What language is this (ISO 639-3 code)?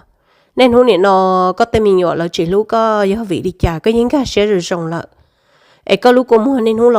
hmn